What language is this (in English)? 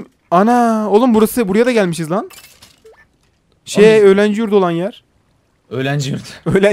Turkish